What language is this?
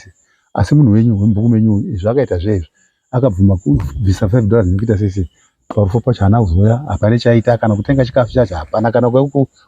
Shona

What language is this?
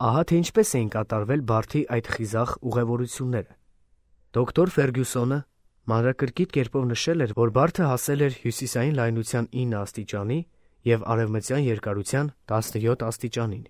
Armenian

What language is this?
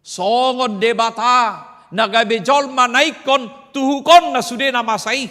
Batak Toba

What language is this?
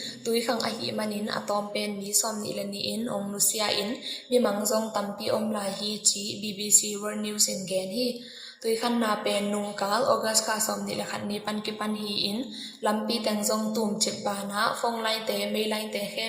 Tedim Chin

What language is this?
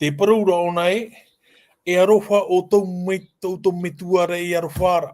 Tahitian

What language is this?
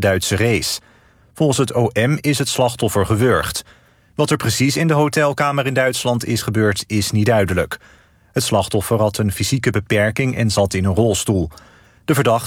Dutch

